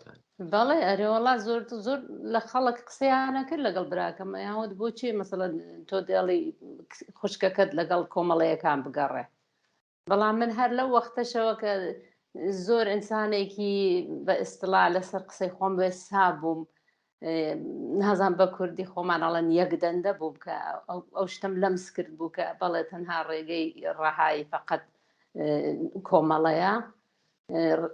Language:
Central Kurdish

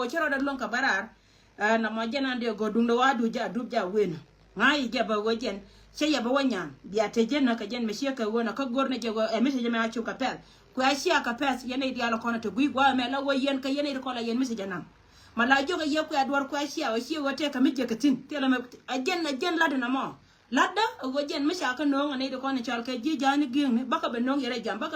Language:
Nuer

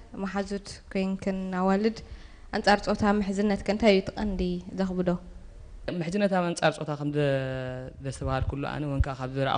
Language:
Tigrinya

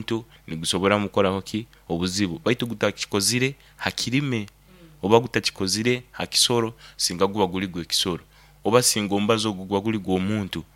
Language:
Nyoro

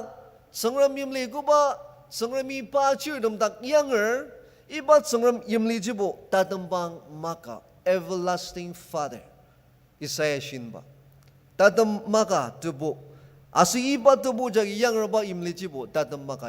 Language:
Ao Naga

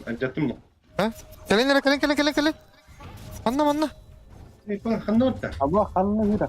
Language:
Yakut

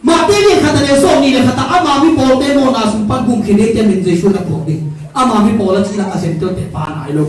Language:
Tedim Chin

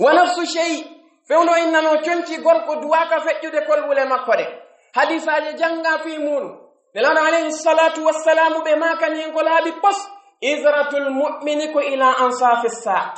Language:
Pular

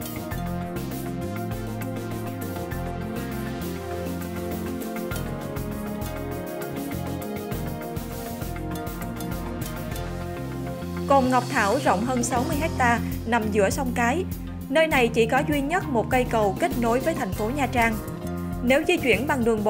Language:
Vietnamese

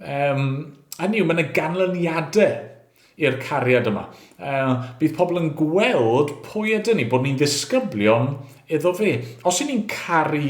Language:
Welsh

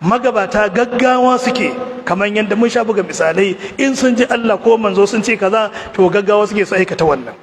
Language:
Hausa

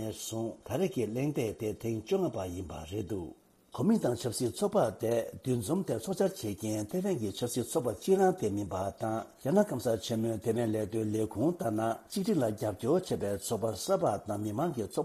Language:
Tibetan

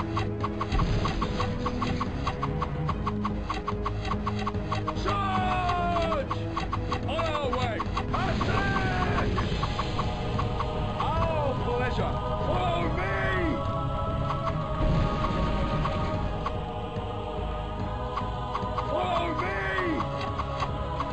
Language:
English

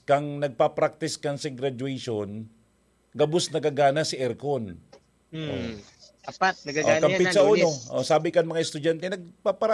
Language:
Bikol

